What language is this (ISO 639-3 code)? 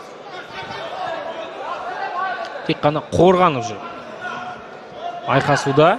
kaz